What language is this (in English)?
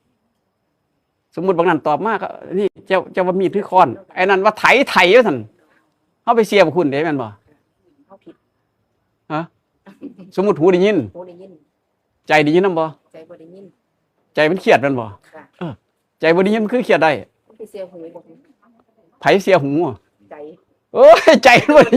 Northeastern Thai